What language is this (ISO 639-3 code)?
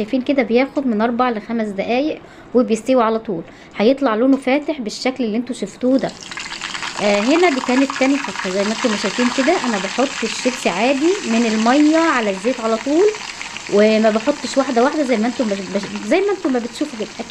arz